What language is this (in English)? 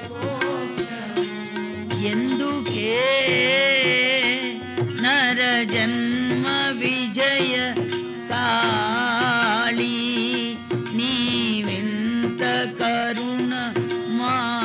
Telugu